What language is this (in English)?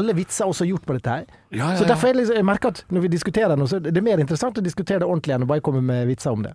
Norwegian